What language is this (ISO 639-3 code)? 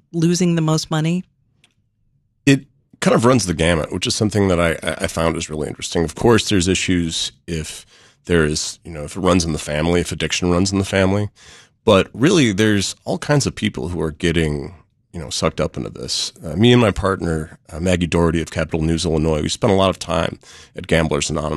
eng